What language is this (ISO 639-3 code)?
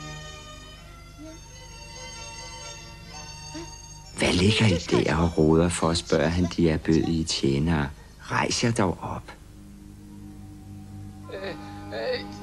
dan